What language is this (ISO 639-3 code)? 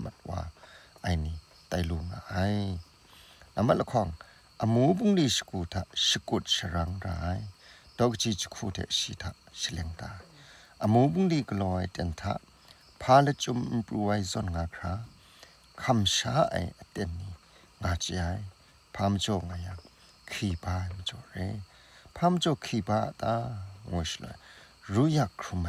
kac